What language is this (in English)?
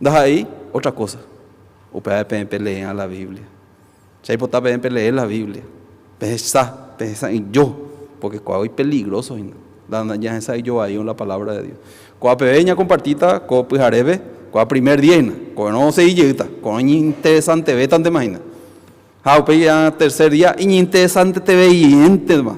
Guarani